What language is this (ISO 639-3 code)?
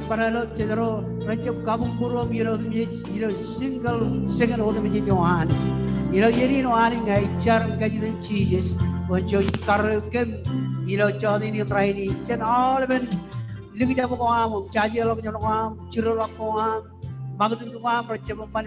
mah